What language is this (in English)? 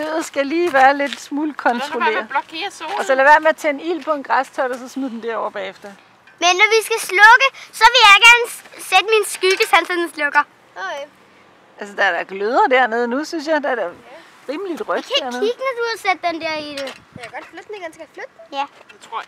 Danish